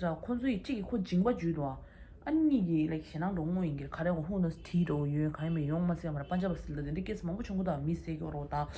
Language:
Tibetan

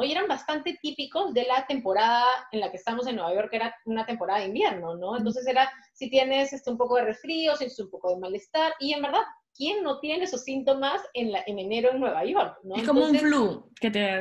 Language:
Spanish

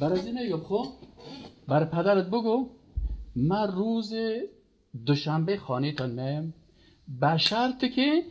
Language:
Persian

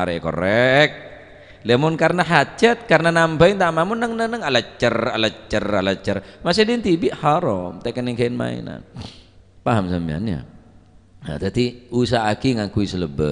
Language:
Madurese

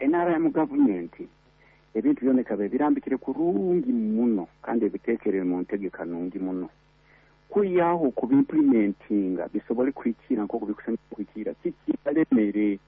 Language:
Nyoro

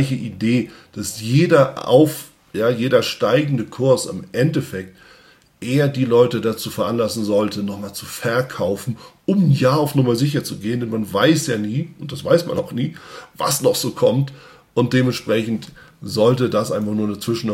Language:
German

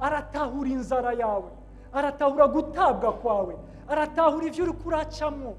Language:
Rundi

